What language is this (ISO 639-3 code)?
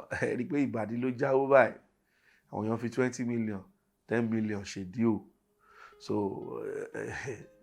yor